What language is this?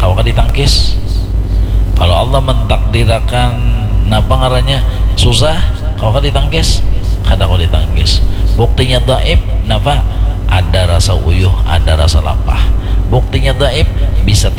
Banjar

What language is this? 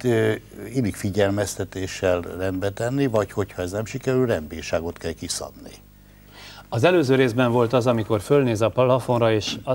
Hungarian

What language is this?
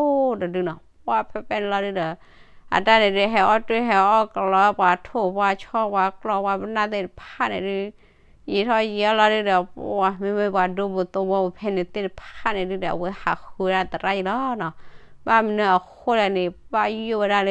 S'gaw Karen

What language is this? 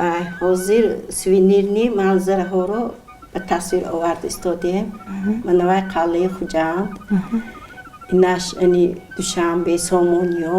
Tajik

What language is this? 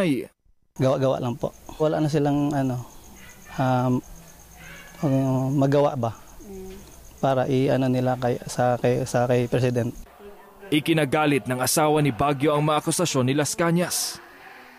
Filipino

